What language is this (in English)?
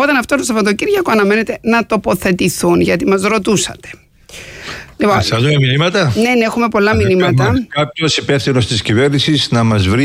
Greek